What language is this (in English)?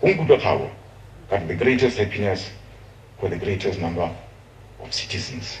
Tswana